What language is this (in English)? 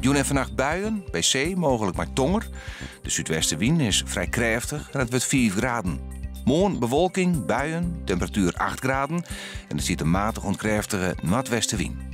Western Frisian